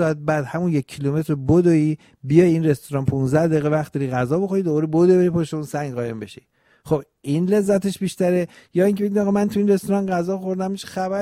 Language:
Persian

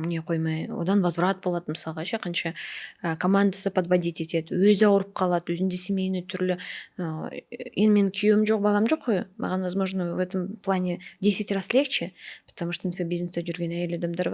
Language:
Kazakh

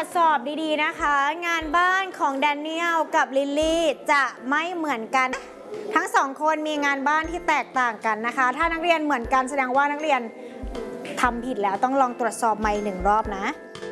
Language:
Thai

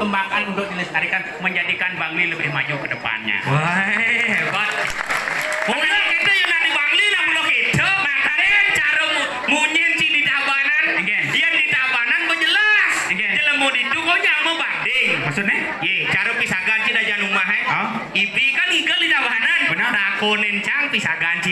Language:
Balinese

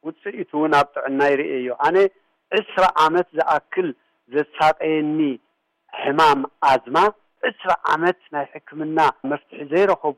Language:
Tigrinya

